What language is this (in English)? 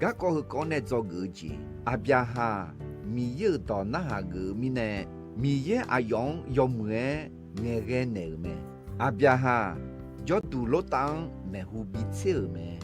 Akha